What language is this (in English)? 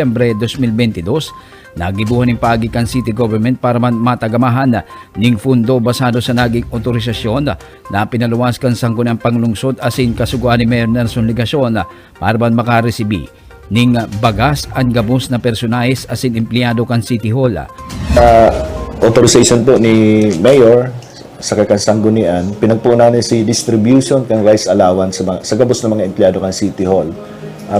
Bikol